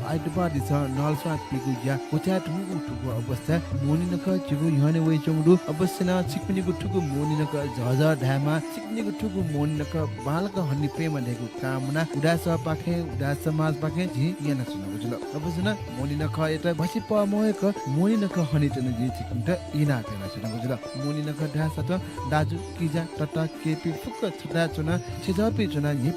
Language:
Newari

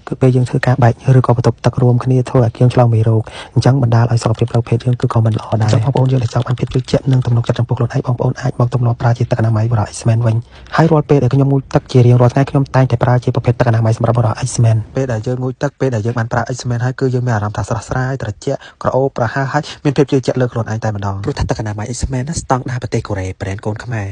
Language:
Khmer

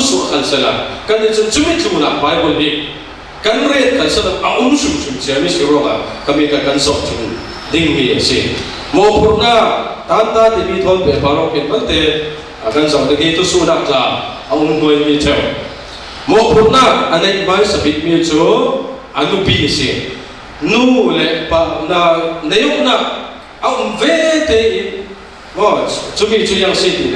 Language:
Falam Chin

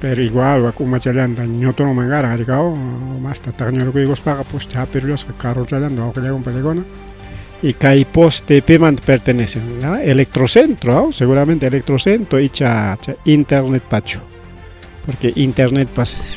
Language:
Ayacucho Quechua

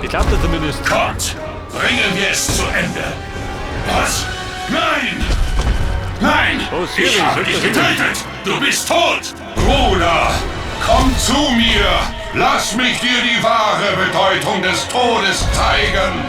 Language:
Bavarian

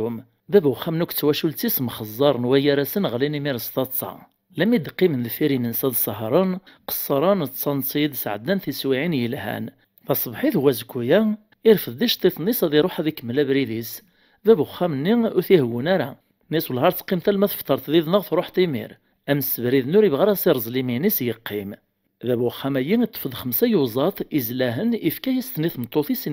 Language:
Kabyle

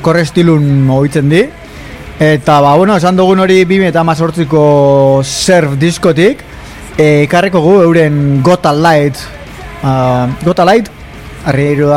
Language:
Basque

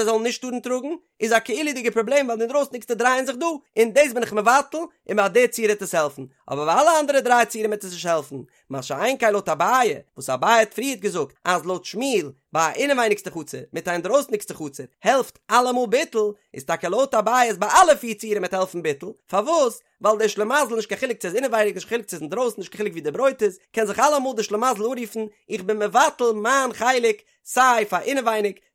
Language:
Yiddish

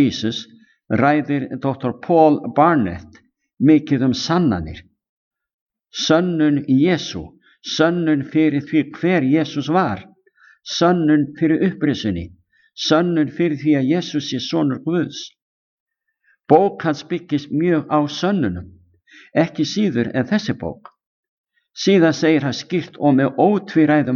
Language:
Icelandic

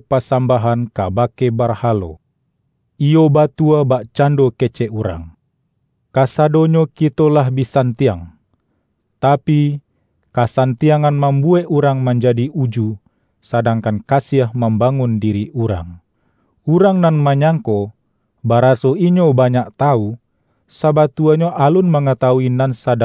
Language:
Minangkabau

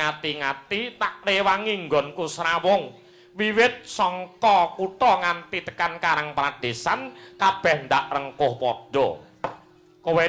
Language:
Javanese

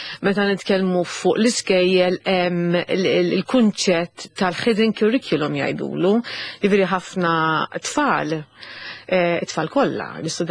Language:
Maltese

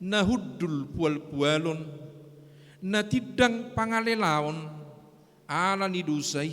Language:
Batak Toba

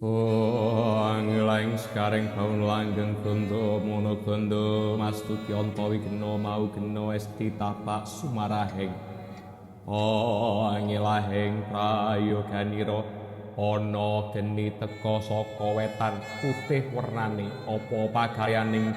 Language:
Javanese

